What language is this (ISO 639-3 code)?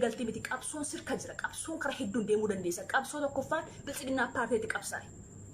orm